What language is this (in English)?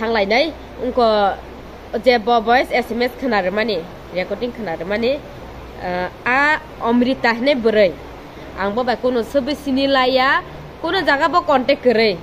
Kok Borok